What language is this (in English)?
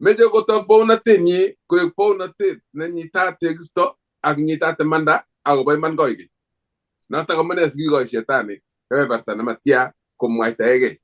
Kalenjin